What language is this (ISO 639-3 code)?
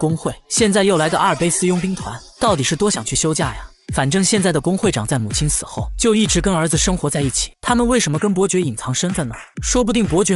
zho